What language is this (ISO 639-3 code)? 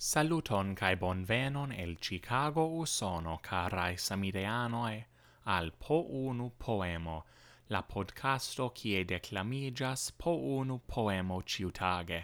epo